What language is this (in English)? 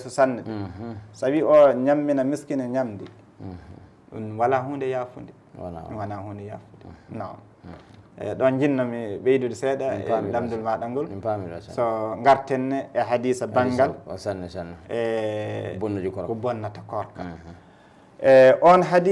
Fula